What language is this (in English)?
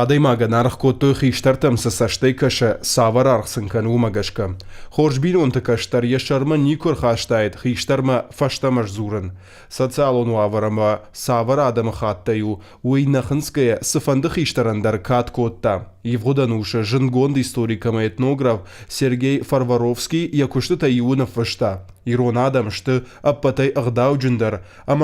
Ossetic